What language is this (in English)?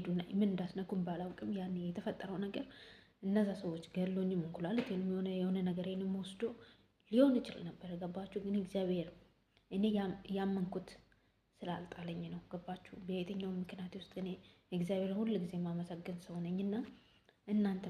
Amharic